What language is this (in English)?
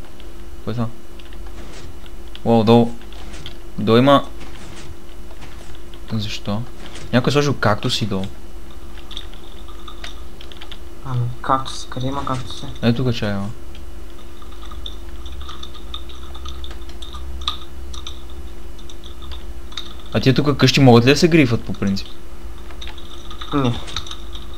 Bulgarian